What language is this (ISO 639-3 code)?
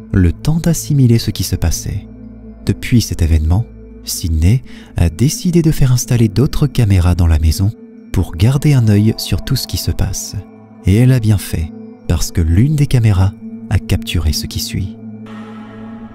fra